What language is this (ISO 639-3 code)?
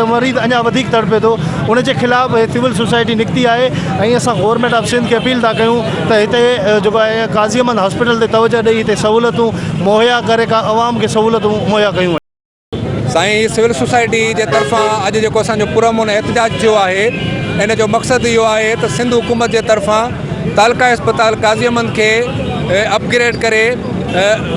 snd